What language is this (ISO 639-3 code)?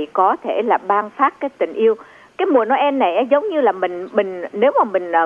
vie